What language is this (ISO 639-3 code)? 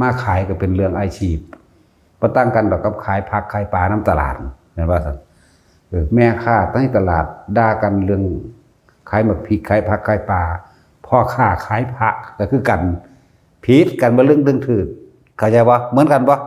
lao